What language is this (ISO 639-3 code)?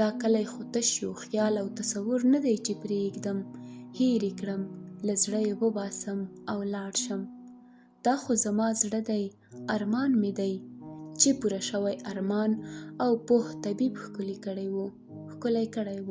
pus